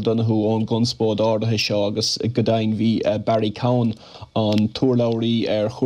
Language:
Irish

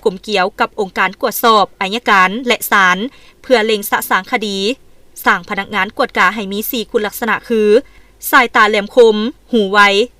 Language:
Lao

